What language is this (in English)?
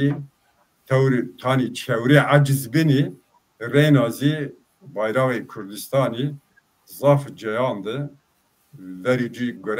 Zaza